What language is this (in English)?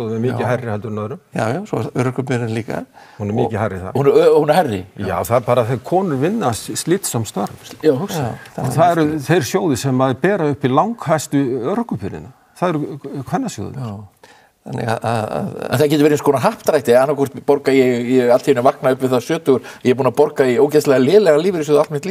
Icelandic